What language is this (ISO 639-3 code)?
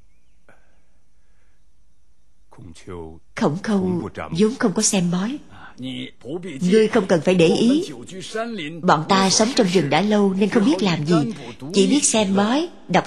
vie